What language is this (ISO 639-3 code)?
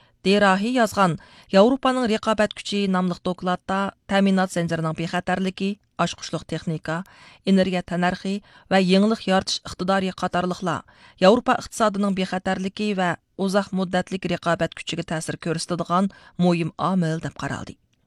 uig